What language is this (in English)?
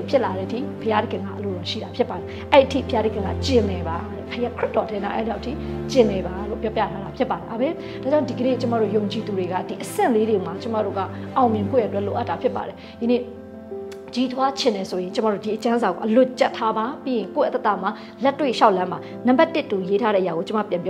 Burmese